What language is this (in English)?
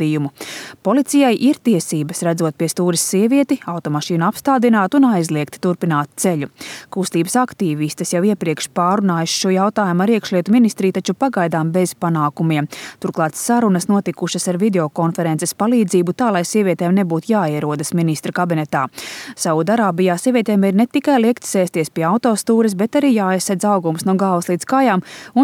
Latvian